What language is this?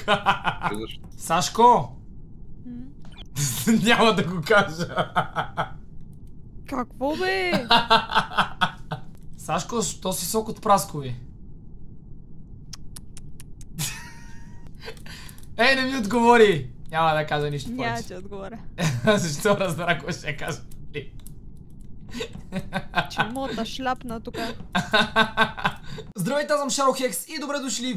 Bulgarian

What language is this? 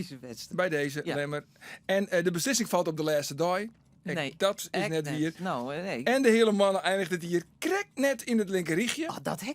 Western Frisian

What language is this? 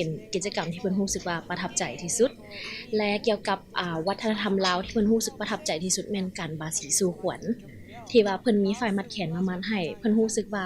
Lao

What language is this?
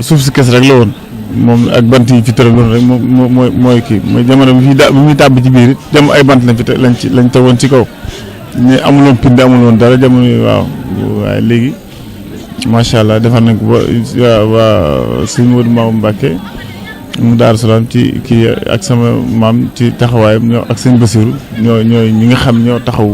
Wolof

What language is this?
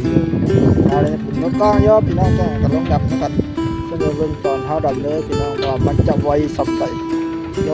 Northeastern Thai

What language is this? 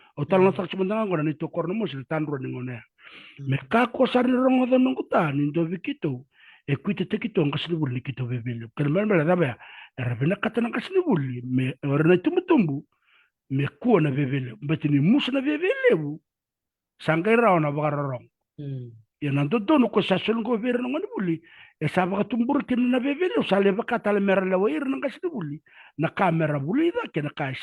Fijian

